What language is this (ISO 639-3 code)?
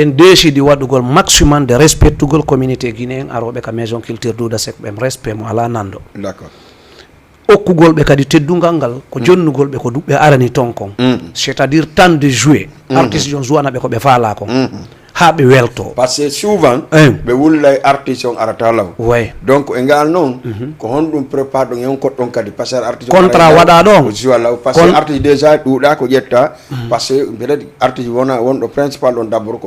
ful